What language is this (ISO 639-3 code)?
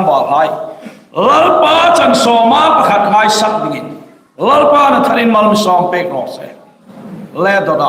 hmr